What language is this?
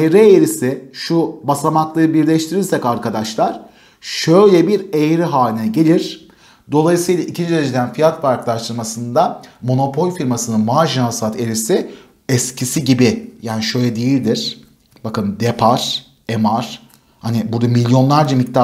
Turkish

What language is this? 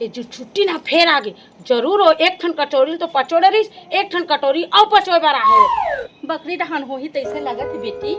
Chhattisgarhi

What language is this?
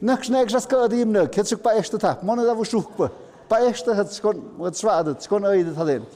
Tlahuitoltepec Mixe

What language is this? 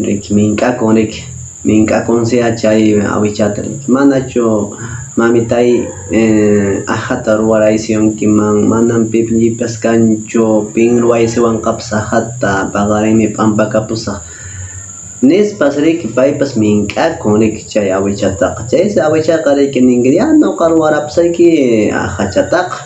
Quechua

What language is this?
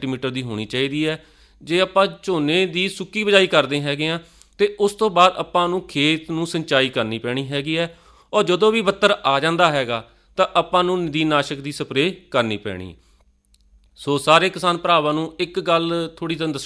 Punjabi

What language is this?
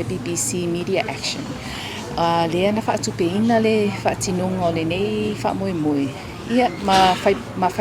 Samoan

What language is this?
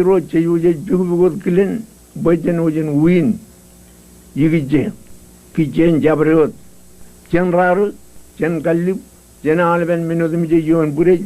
Marshallese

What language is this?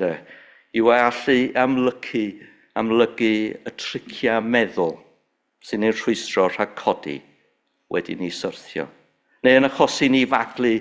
Welsh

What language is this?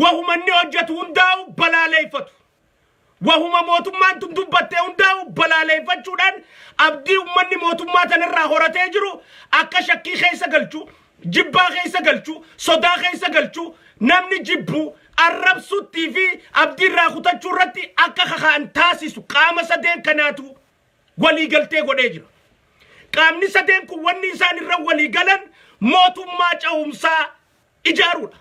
Oromo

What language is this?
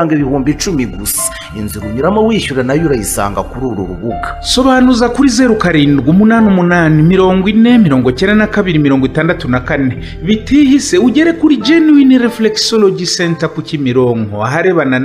Kinyarwanda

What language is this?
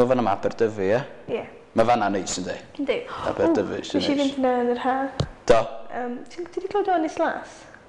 Welsh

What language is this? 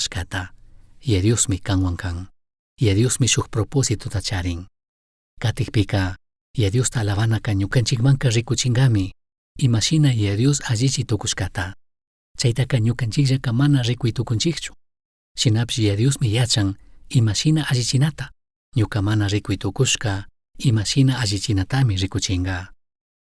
Chimborazo Highland Quichua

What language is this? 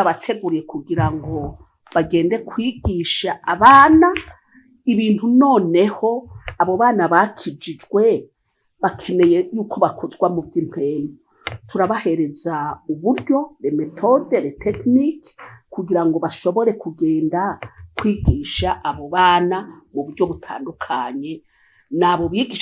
Rundi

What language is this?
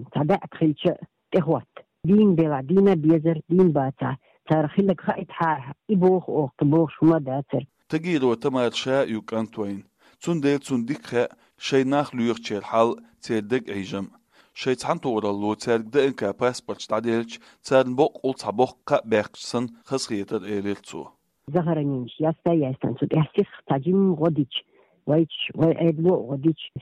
Chechen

